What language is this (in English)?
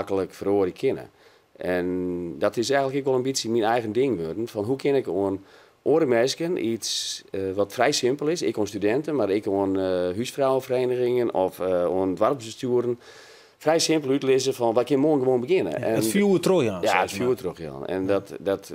Western Frisian